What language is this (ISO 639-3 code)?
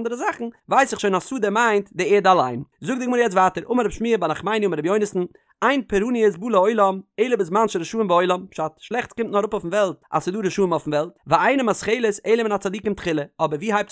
yid